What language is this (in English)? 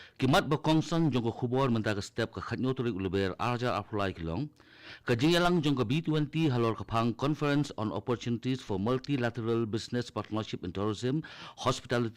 Khasi